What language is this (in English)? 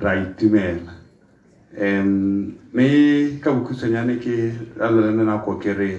Tswana